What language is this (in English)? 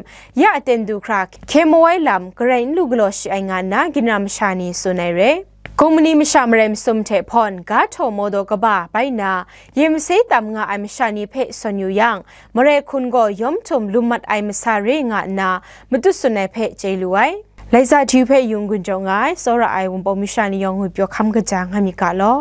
Kachin